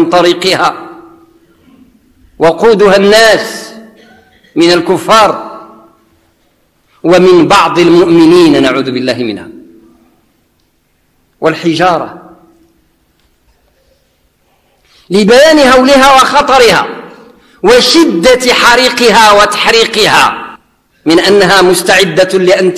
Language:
Arabic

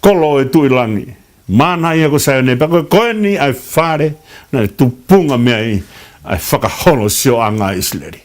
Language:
Tongan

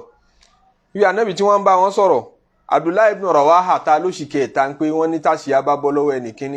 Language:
Yoruba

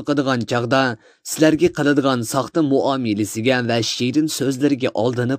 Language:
Uyghur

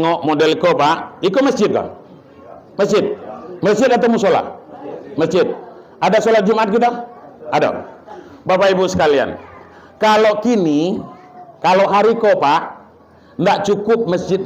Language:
Minangkabau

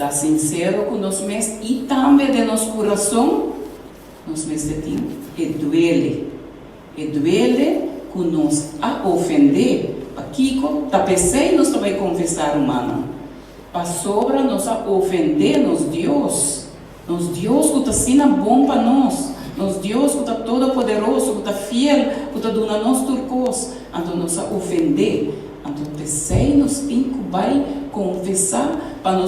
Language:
Papiamento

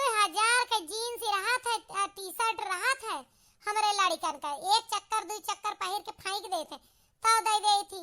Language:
Awadhi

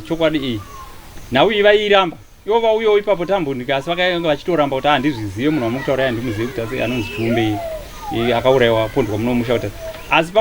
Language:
Shona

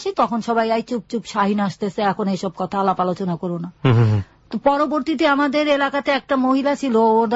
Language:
Bangla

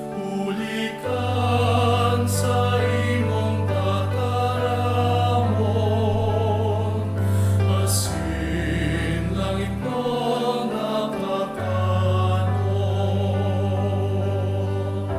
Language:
Bikol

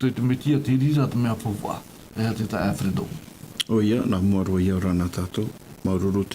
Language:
Tahitian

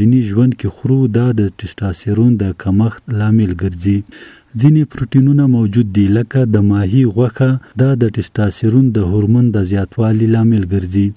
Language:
Pashto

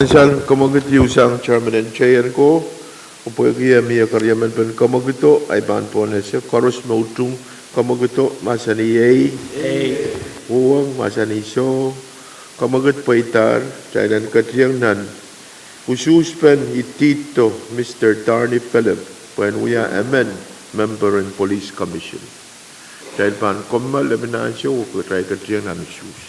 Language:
Pohnpeian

